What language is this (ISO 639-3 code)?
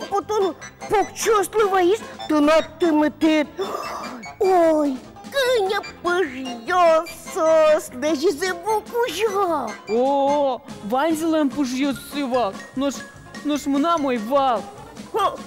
udm